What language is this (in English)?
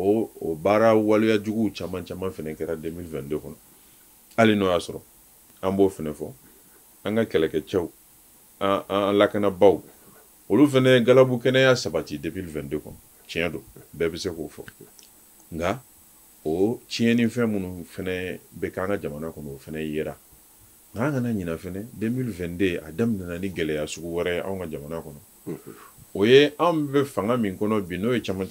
Bambara